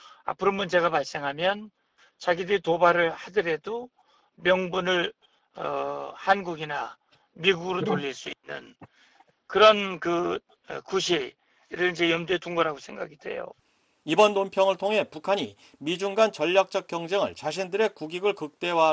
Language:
Korean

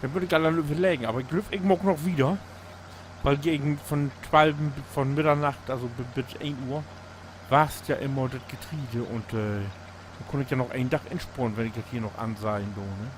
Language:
Low German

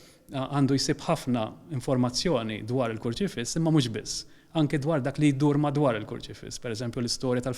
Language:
Maltese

